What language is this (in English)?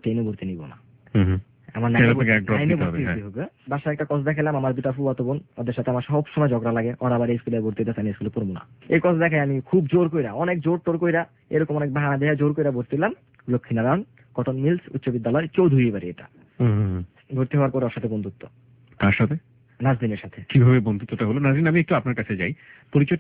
Bangla